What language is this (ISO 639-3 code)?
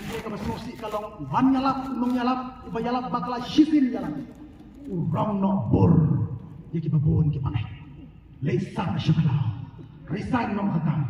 kha